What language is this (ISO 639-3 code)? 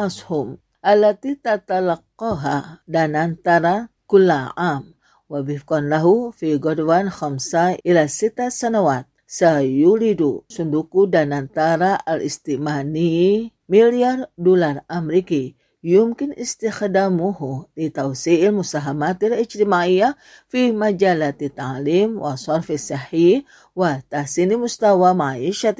ind